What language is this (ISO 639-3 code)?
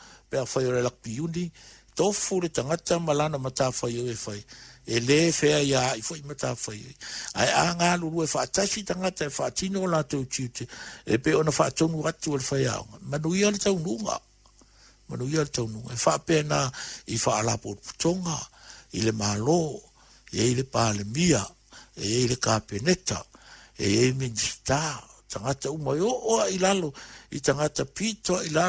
smo